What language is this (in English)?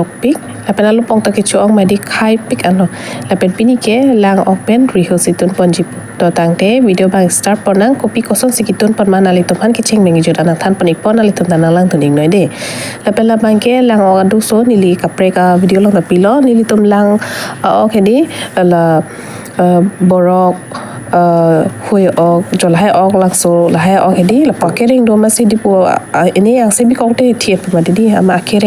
Karbi